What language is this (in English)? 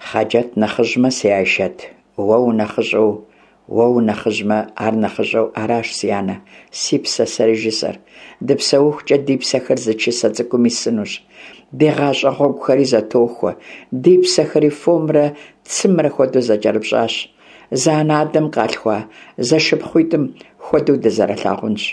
Kabardian